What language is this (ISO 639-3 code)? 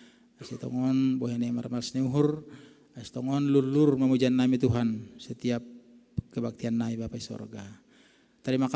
bts